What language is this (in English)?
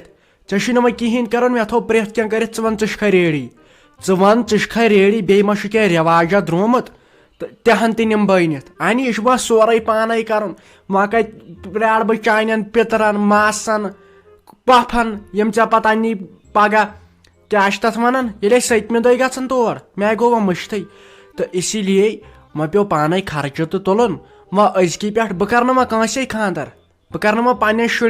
Kashmiri